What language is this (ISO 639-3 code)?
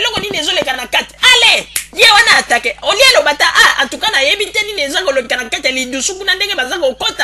lin